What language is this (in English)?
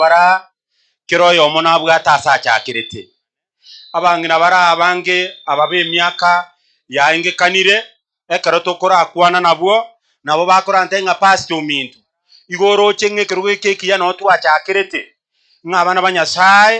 Gusii